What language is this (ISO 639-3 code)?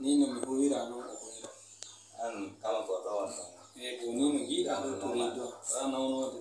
ful